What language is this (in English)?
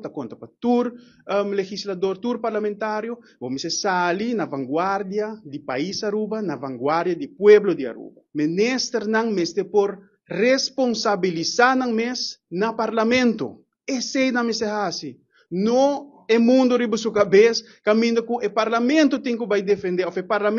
Papiamento